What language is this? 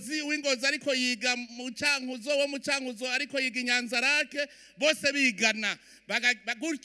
Rundi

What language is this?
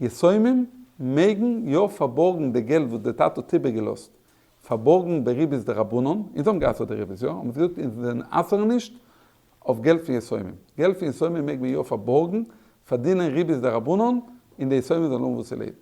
Yiddish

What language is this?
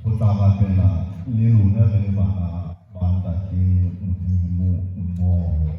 Southern Sotho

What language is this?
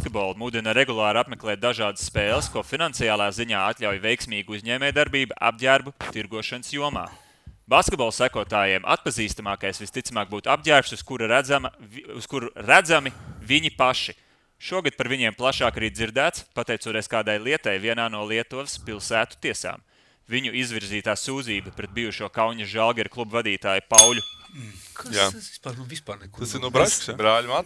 Latvian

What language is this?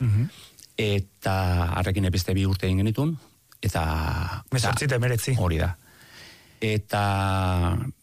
Basque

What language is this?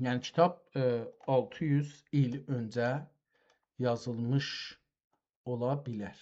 South Azerbaijani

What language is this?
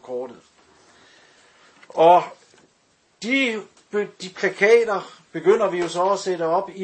Danish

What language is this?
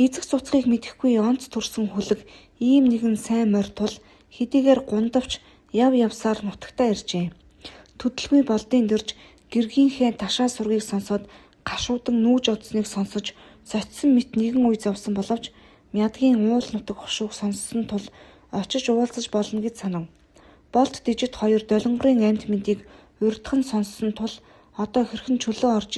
Mongolian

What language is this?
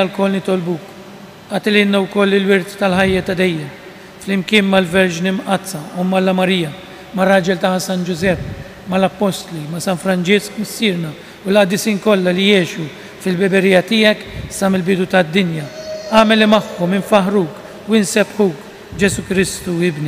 Maltese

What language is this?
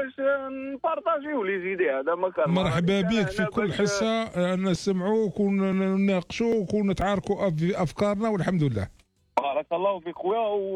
Algerian Arabic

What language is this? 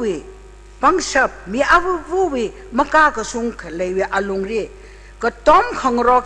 Tangkhul Naga (India)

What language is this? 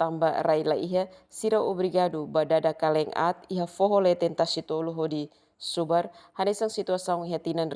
Tetum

